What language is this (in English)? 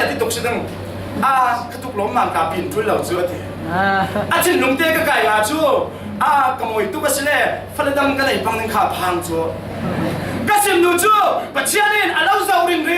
Falam Chin